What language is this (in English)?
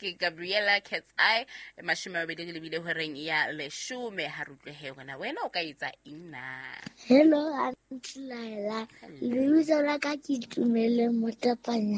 Southern Sotho